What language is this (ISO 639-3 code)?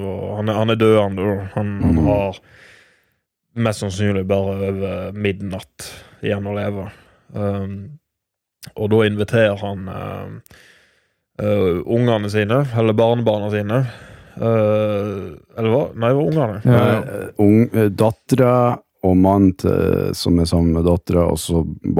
nor